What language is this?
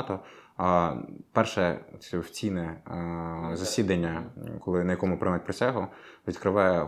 Ukrainian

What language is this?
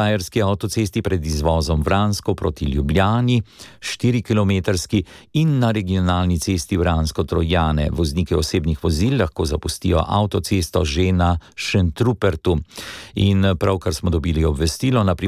Slovenian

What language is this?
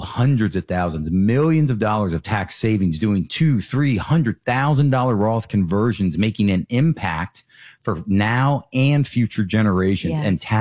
English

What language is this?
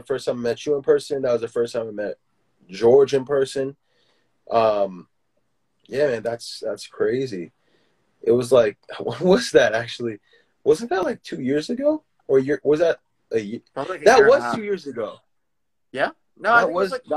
English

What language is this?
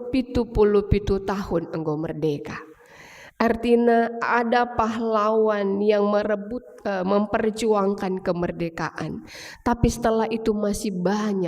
Batak Karo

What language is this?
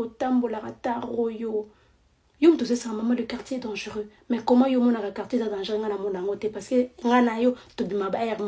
Lingala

